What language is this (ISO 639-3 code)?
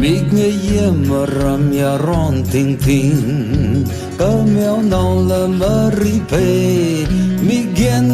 nmf